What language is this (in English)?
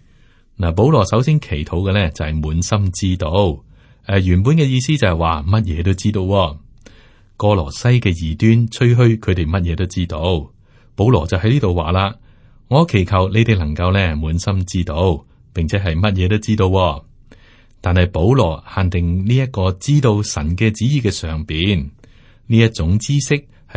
Cantonese